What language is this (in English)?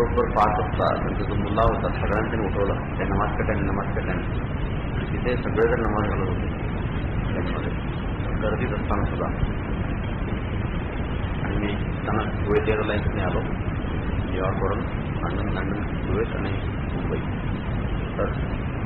Marathi